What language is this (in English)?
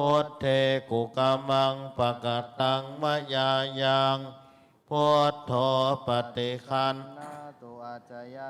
Pali